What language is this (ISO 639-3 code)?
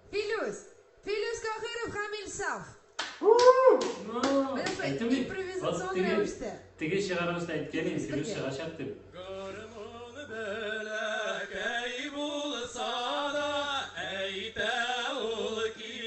tat